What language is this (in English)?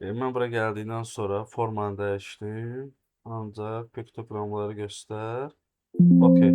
Azerbaijani